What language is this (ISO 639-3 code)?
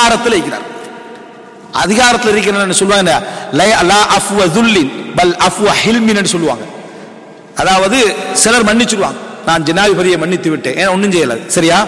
tam